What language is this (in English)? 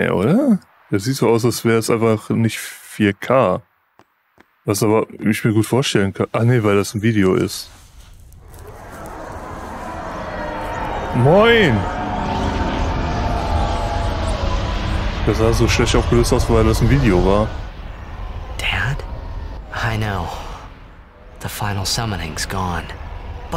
German